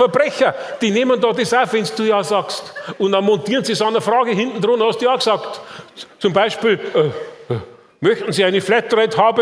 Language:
Bavarian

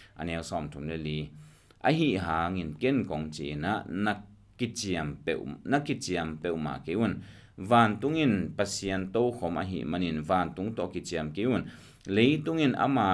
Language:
Tedim Chin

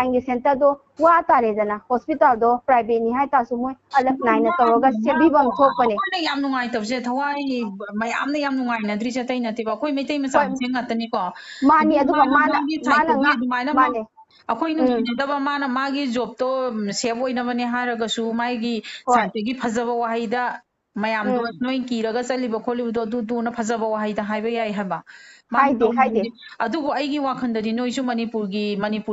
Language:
Manipuri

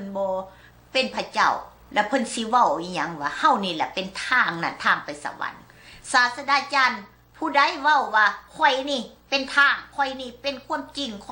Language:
Lao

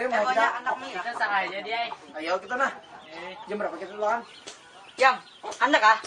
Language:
Banjar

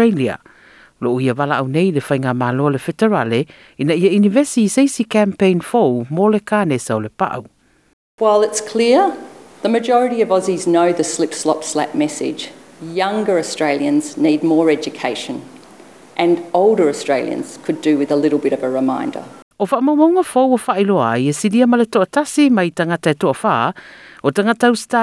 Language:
Samoan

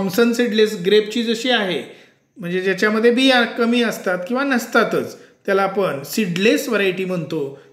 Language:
Marathi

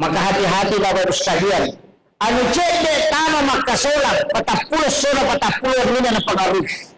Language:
Buginese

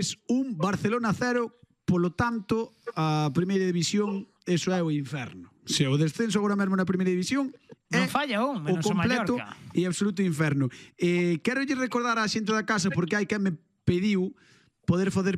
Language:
Galician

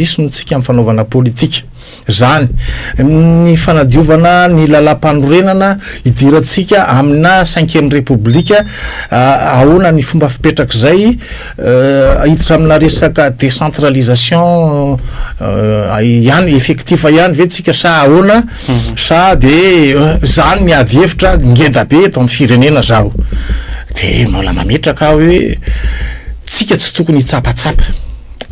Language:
Malagasy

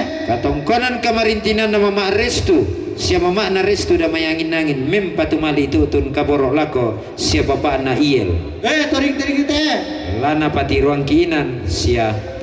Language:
Toraja-Sa'dan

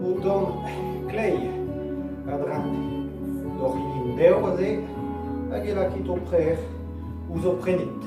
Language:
Breton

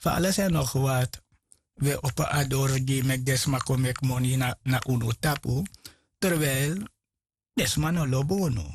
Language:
Sranan Tongo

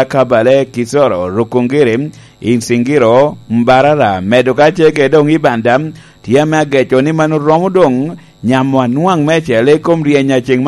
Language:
Lango (Uganda)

